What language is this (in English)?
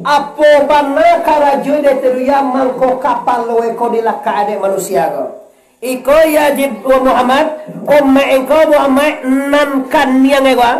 Minangkabau